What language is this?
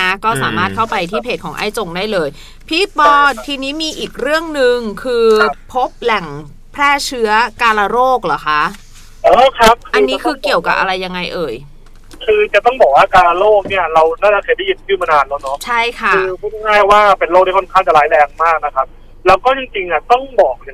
Thai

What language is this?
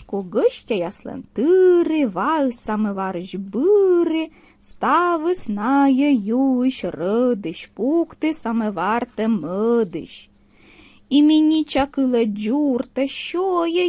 Komi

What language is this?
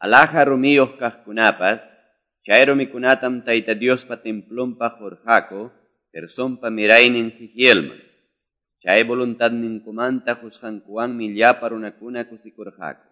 Quechua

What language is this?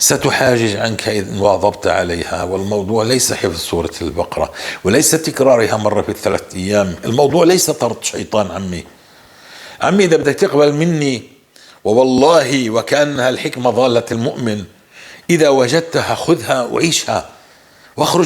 North Levantine Arabic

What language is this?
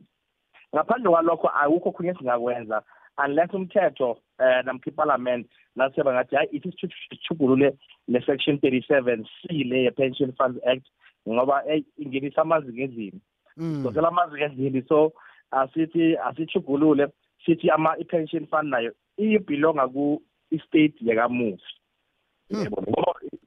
South Ndebele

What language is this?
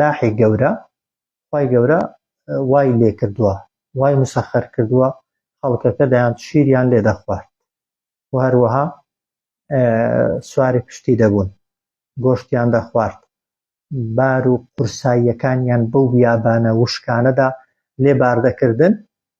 Central Kurdish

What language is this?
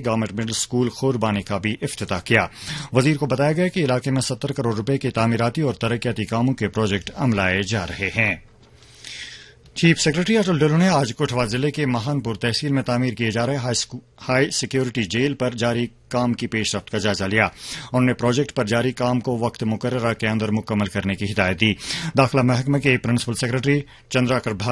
Urdu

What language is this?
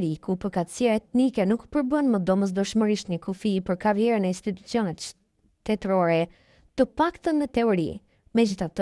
Albanian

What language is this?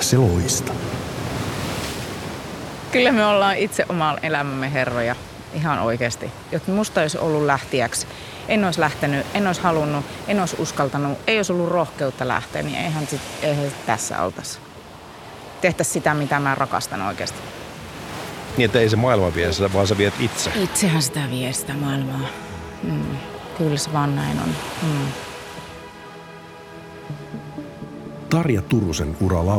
Finnish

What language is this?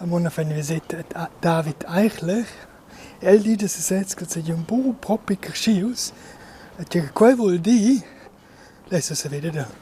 Romansh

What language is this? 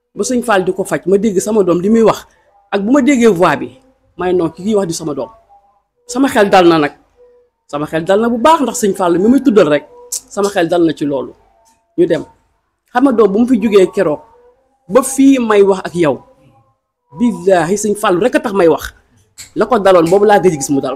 Wolof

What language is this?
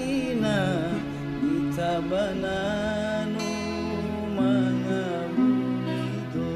Nias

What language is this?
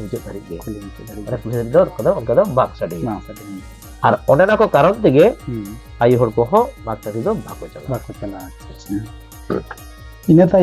Santali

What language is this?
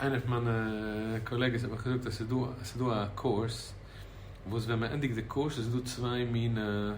Yiddish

